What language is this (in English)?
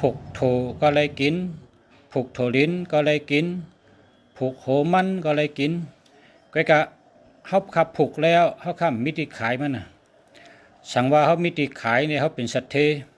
Shan